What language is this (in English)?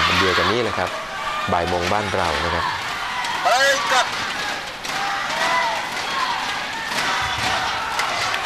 Thai